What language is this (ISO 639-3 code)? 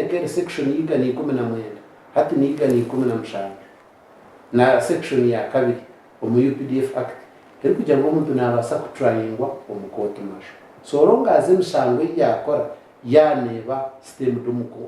nyn